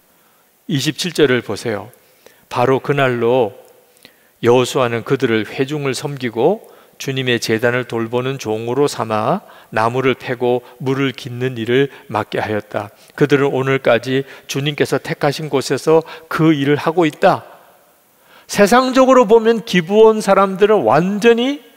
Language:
Korean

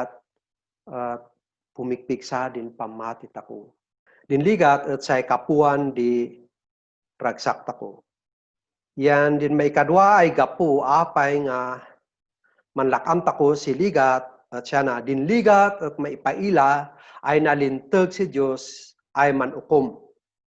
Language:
Kankanaey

